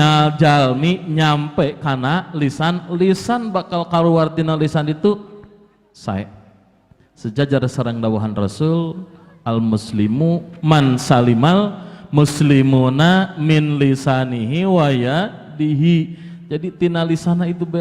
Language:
Sundanese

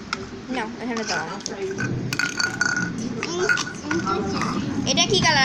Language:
Bangla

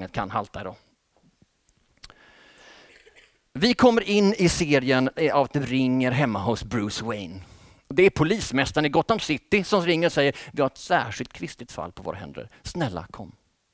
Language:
Swedish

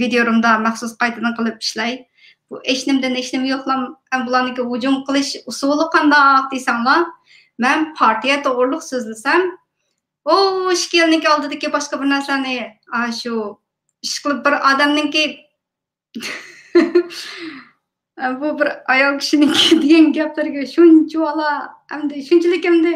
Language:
Uyghur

